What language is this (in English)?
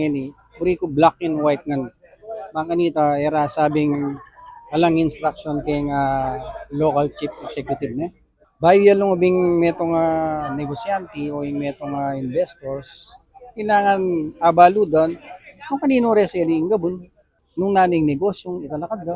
Pampanga